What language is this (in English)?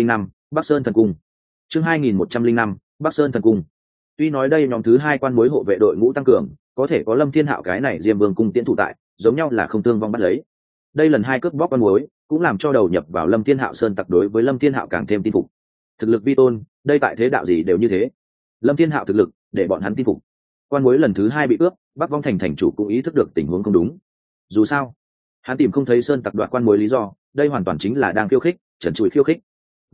Vietnamese